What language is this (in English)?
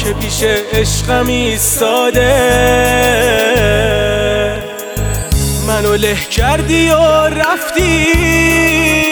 Persian